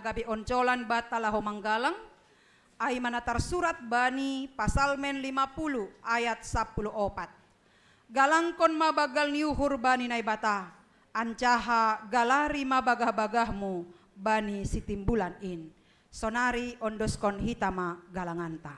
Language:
Batak Simalungun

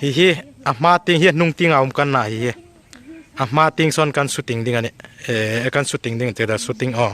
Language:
Hmar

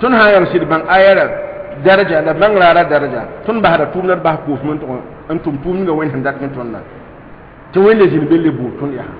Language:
Mossi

